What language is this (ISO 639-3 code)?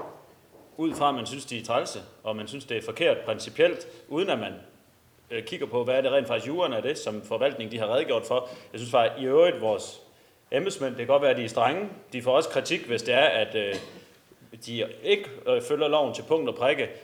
dan